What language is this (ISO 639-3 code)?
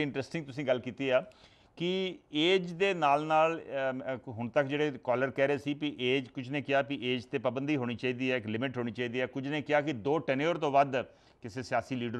pan